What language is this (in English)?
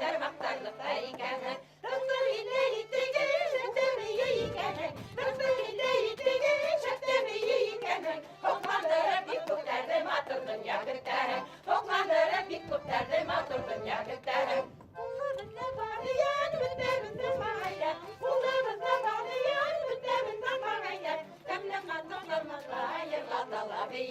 Bashkir